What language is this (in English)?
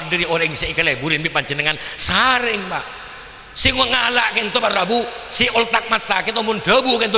Madurese